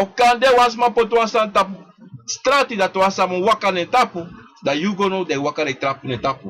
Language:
Sranan Tongo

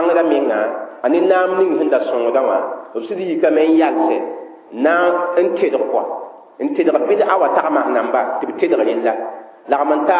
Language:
Mossi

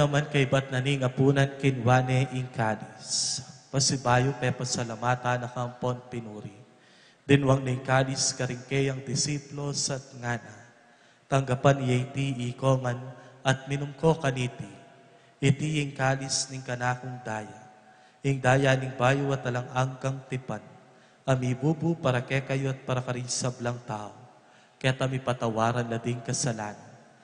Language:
Pampanga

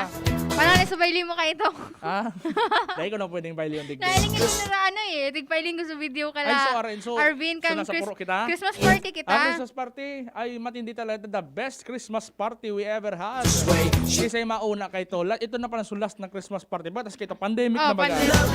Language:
Bikol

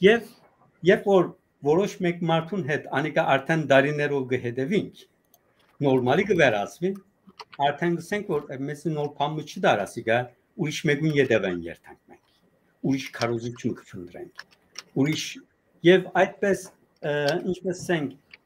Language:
Western Armenian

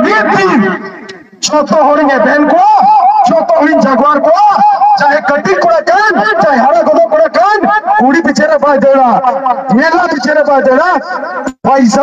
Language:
Santali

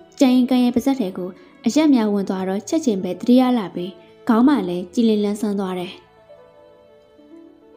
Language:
Burmese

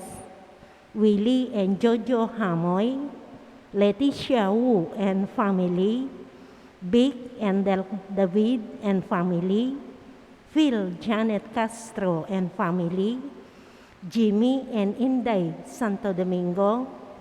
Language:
Pampanga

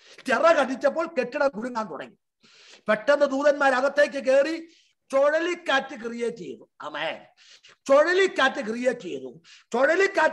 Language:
Malayalam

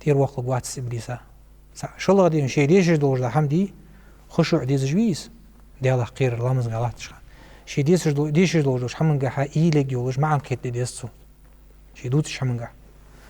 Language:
Ingush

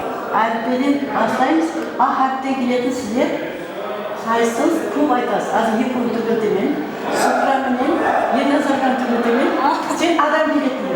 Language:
Kara-Kalpak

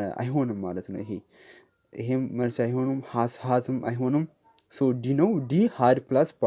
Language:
Amharic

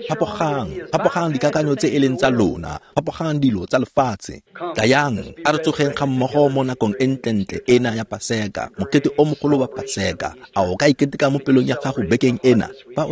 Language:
Tswana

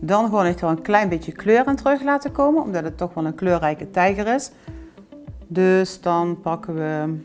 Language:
Limburgish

